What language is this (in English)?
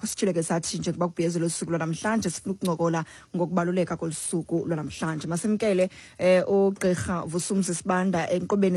Xhosa